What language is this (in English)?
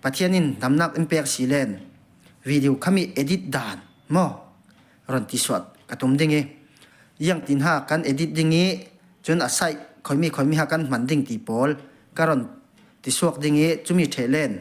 Falam Chin